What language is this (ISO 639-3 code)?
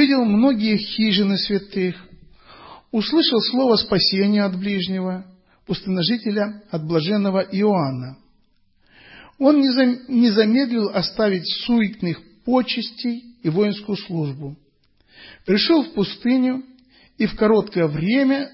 rus